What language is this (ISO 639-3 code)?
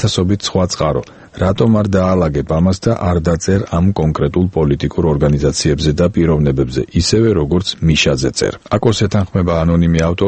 kat